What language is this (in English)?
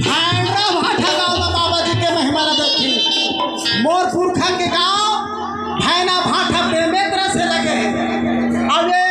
Chhattisgarhi